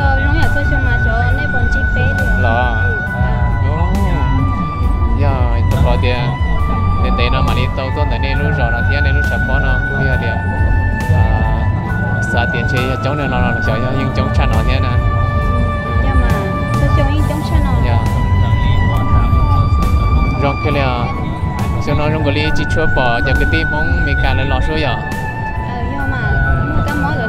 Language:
Vietnamese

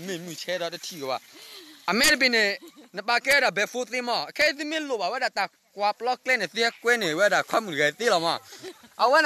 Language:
S'gaw Karen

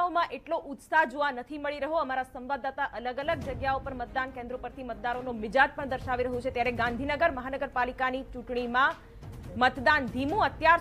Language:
Gujarati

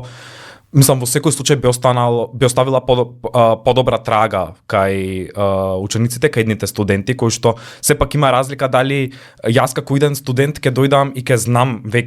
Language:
Macedonian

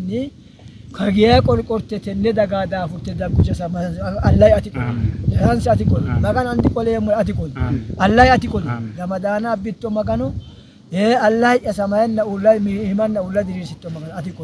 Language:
Sidamo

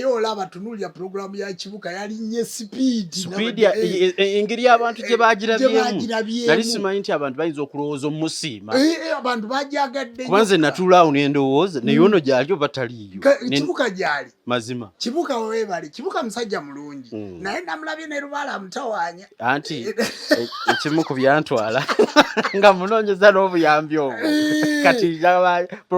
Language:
Ganda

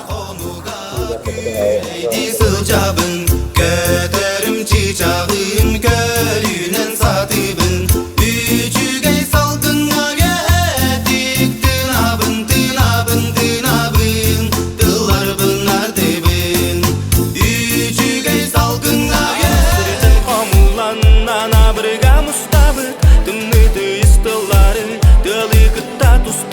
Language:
Yakut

